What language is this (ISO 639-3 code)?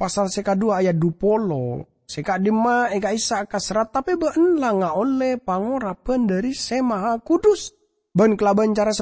mad